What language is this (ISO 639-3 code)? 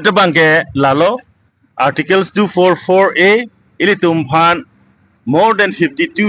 mjw